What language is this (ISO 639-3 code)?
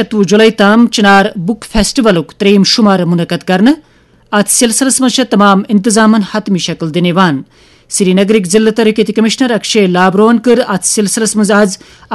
kas